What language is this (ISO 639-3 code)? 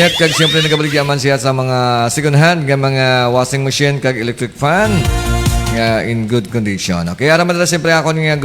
hil